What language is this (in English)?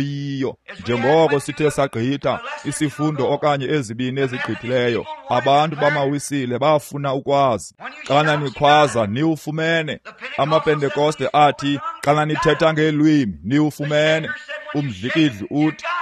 Xhosa